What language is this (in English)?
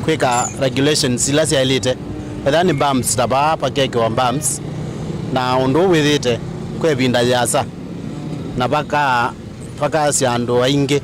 Kamba